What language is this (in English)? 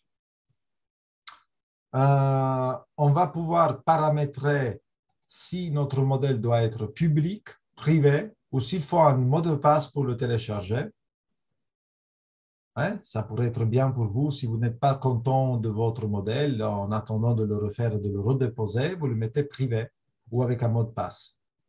French